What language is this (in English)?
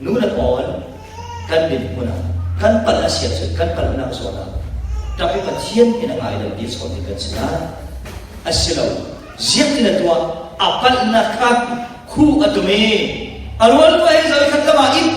Falam Chin